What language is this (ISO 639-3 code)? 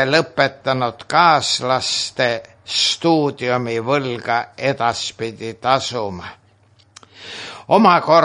est